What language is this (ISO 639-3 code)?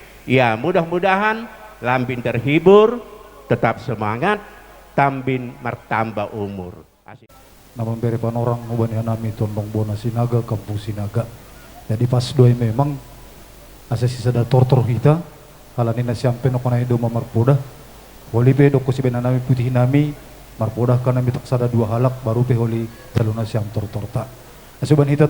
bts